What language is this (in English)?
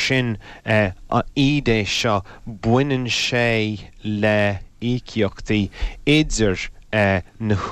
Irish